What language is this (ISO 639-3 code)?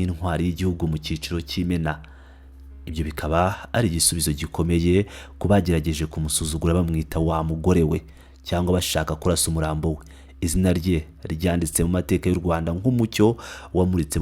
kin